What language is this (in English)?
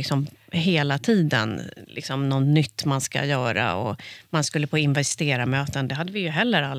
Swedish